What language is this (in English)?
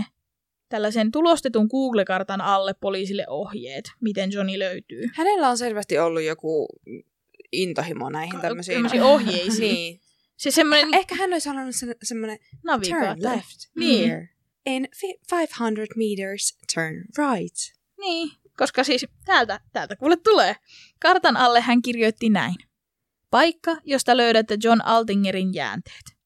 Finnish